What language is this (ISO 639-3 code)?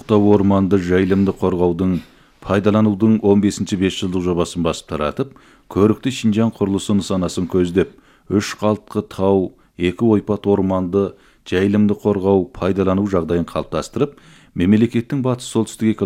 kaz